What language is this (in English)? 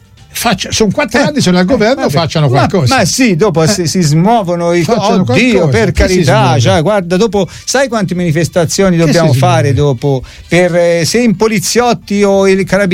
Italian